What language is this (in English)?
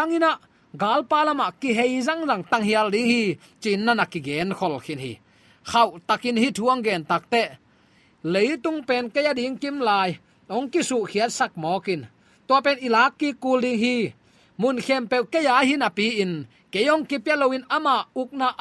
Tedim Chin